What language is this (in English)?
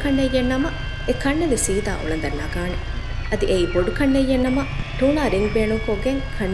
Divehi